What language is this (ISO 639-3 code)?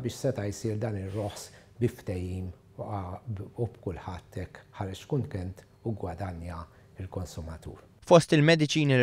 mlt